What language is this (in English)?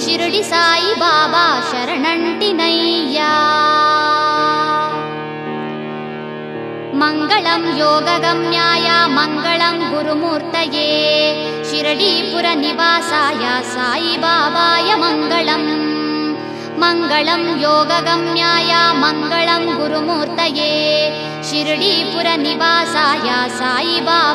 Telugu